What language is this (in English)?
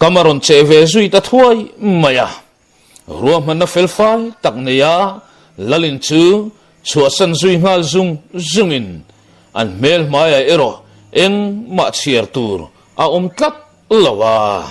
Mizo